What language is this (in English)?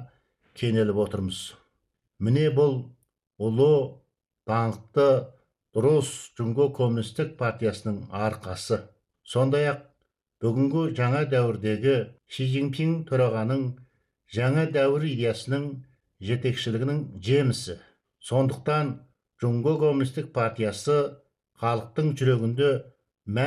Kazakh